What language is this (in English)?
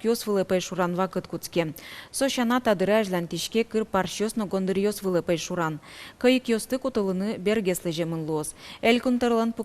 Udmurt